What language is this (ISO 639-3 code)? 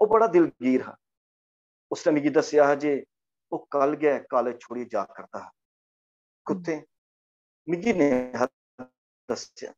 doi